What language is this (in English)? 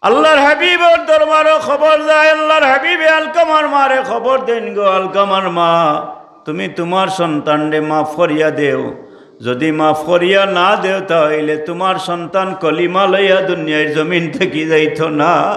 Sylheti